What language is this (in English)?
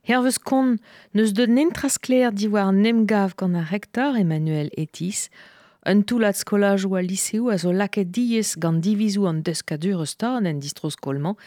Breton